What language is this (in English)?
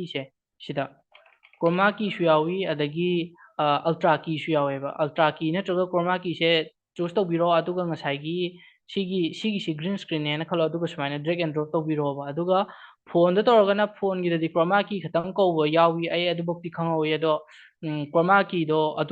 Manipuri